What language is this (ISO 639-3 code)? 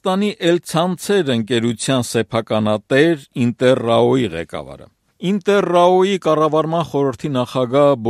hye